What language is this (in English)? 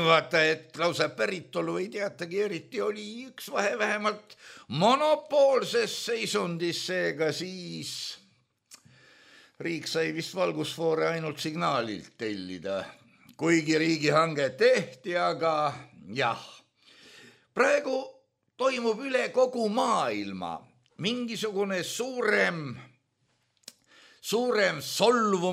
Estonian